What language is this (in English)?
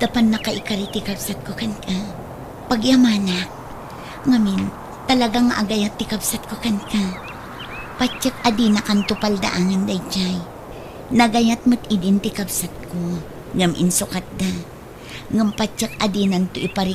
Iloko